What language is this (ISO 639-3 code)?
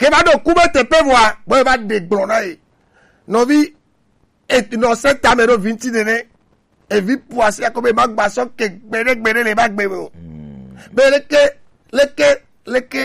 gej